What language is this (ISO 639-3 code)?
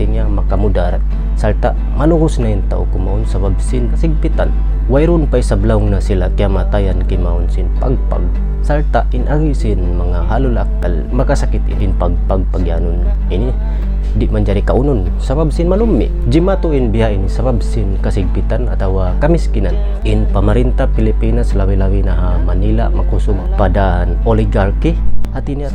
tsg